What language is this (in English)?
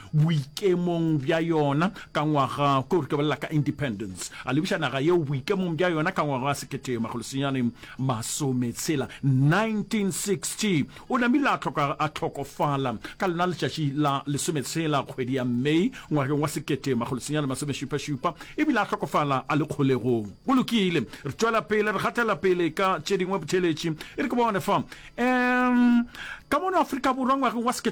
Northern Sotho